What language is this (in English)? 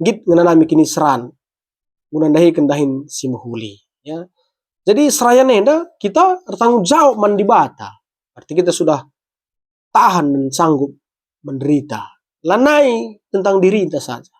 Batak Karo